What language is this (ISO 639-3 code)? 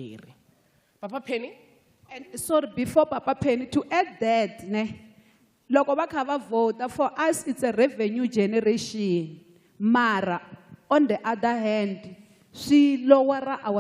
tso